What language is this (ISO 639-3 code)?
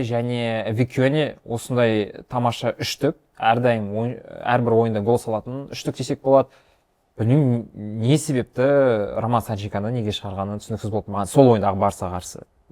kaz